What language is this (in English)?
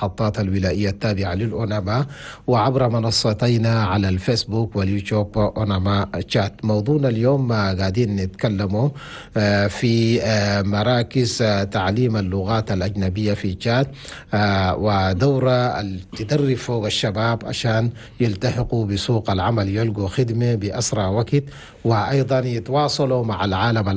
Chadian Arabic